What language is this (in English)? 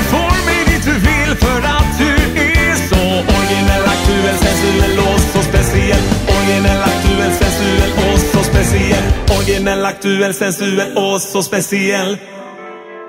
Swedish